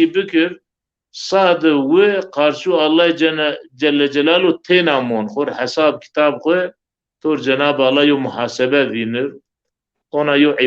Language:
Zaza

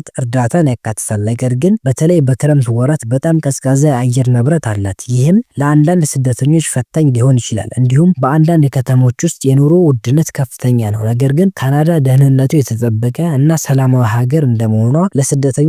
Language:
Amharic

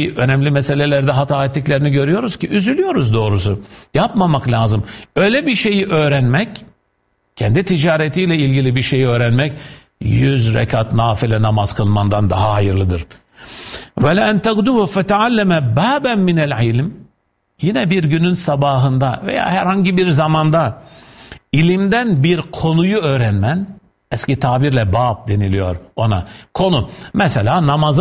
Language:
Turkish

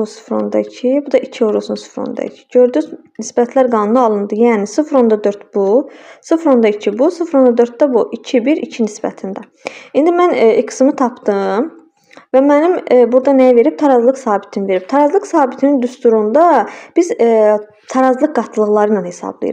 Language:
Azerbaijani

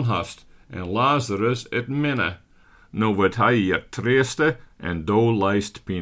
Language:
Western Frisian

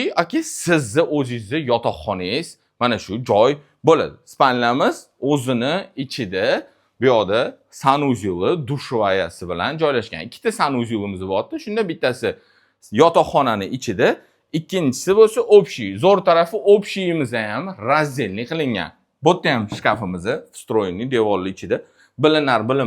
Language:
Uzbek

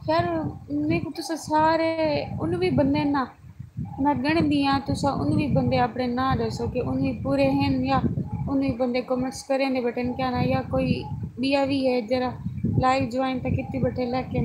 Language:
Saraiki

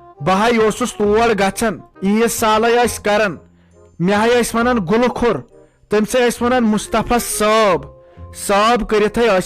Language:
Kashmiri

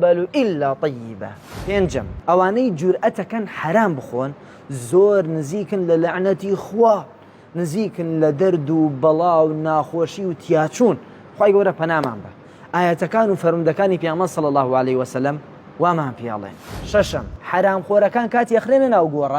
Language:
Central Kurdish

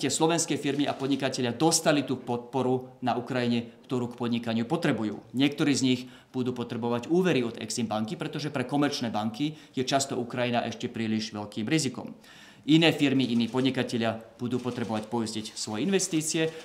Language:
Slovak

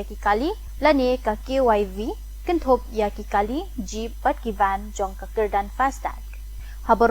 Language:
Khasi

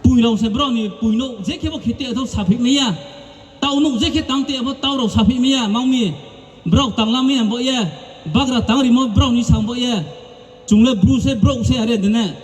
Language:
Riang (India)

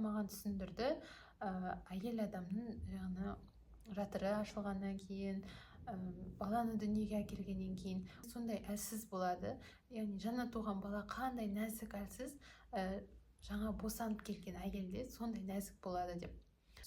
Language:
Kazakh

